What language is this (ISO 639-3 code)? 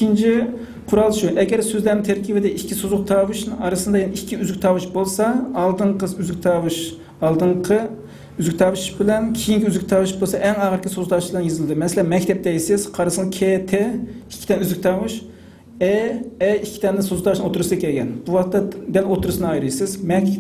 uig